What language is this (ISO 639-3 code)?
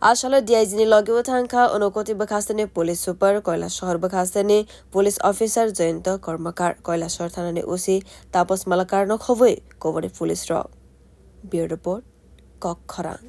trp